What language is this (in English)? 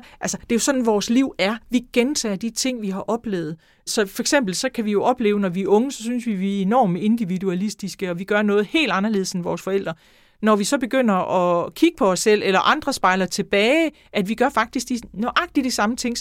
Danish